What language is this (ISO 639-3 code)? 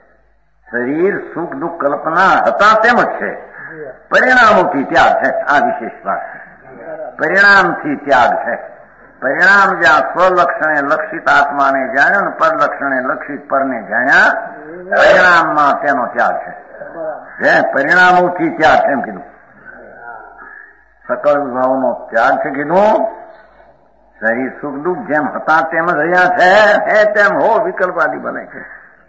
guj